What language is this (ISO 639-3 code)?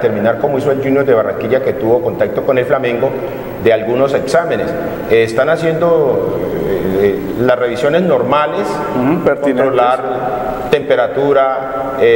spa